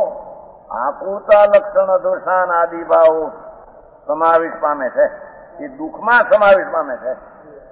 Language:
Gujarati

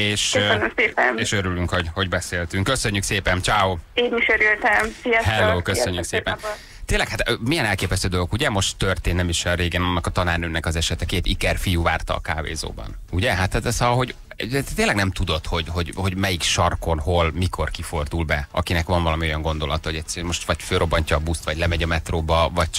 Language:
Hungarian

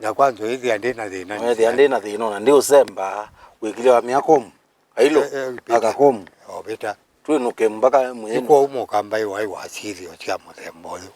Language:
Kamba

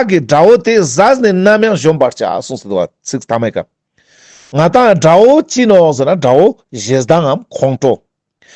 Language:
Ladakhi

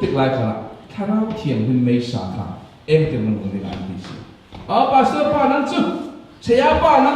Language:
Falam Chin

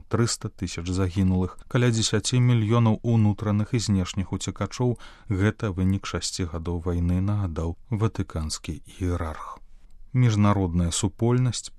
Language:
Belarusian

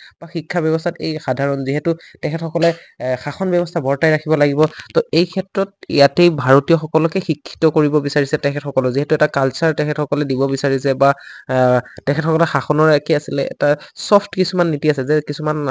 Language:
Assamese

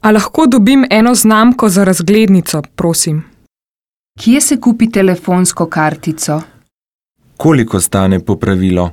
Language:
Slovenian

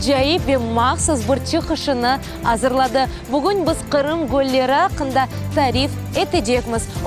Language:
Crimean Tatar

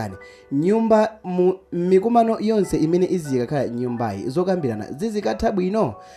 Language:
Nyanja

